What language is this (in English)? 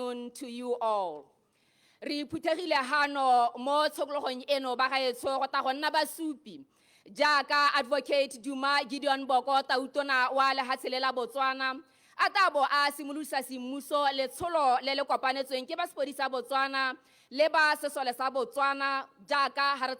Tswana